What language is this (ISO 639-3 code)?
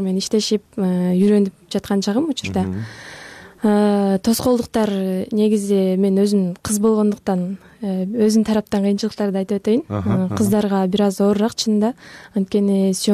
kir